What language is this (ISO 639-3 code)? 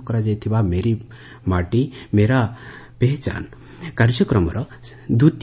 ori